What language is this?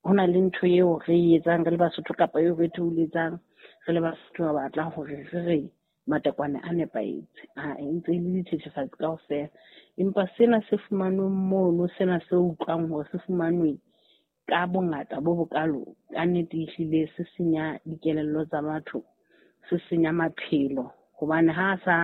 Southern Sotho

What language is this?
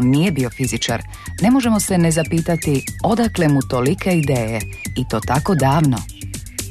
Croatian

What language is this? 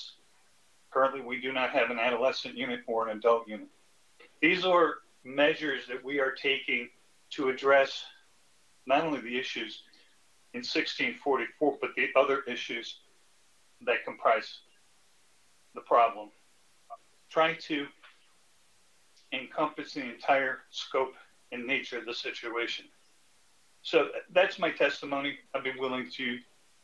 English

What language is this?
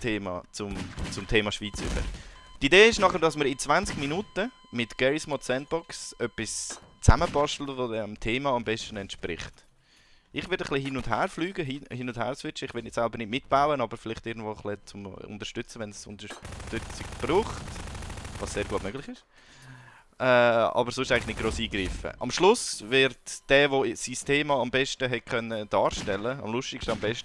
Swiss German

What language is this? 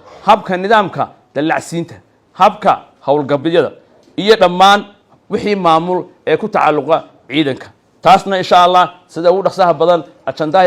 Somali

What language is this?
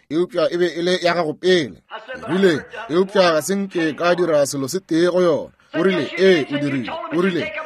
Northern Sotho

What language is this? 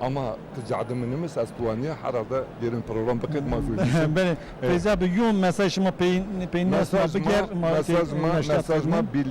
Zaza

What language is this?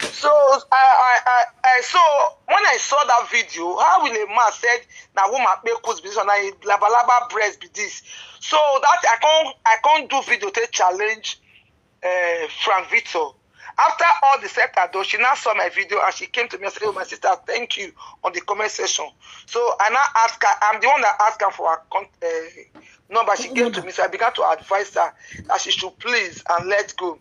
Nigerian Pidgin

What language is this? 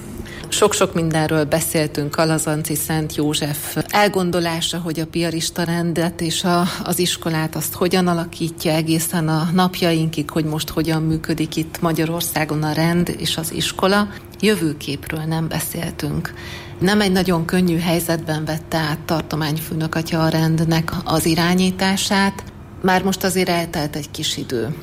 Hungarian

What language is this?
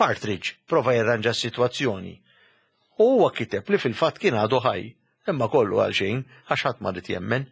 Maltese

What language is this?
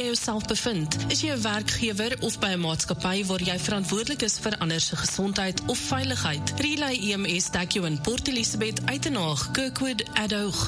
Afrikaans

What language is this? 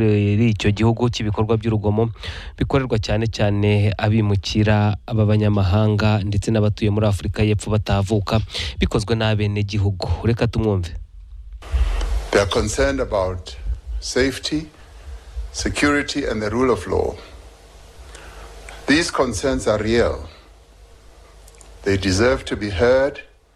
Kinyarwanda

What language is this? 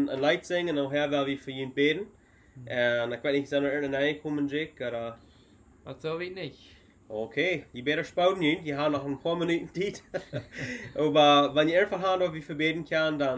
Plautdietsch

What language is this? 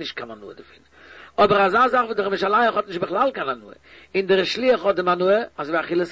Yiddish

